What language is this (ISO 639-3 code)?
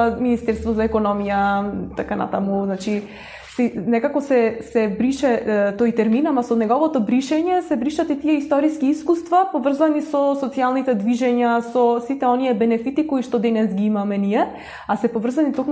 mkd